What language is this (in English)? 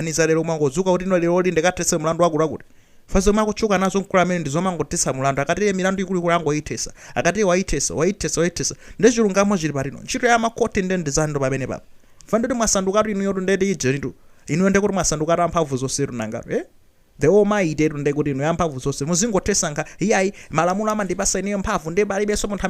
Nyanja